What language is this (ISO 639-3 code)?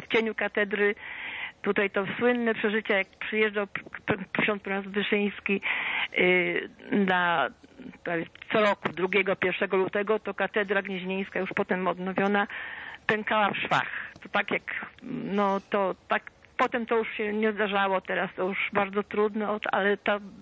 pol